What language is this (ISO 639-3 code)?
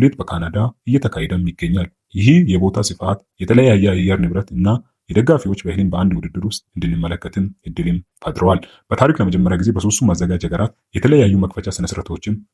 amh